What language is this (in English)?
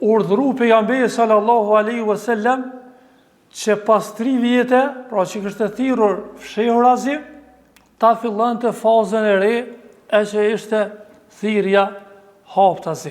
Albanian